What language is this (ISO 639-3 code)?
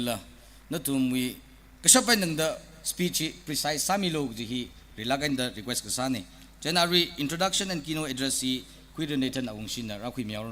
nmf